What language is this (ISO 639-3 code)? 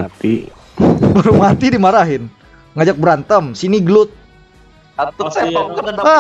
bjn